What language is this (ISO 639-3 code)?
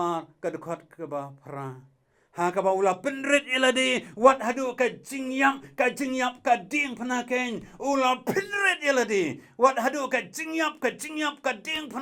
kha